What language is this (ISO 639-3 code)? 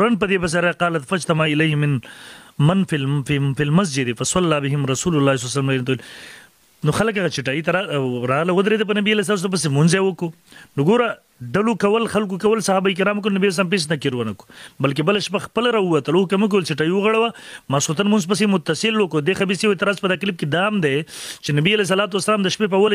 pus